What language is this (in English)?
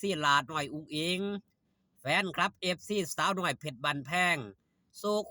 Northeastern Thai